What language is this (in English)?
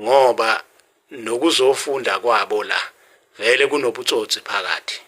Zulu